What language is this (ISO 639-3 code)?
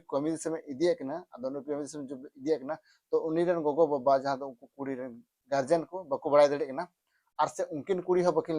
sat